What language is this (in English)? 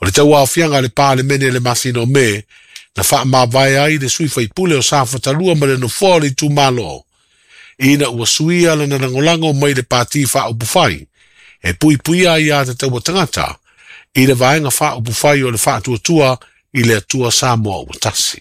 Samoan